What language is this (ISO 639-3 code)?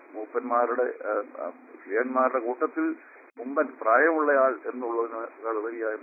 mal